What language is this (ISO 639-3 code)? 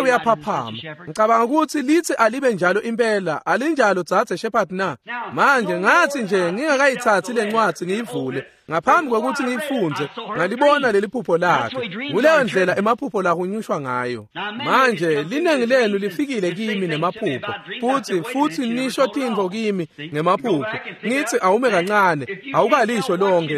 ssw